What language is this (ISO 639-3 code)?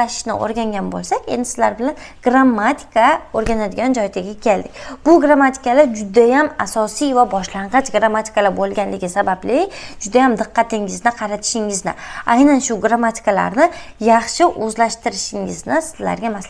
uzb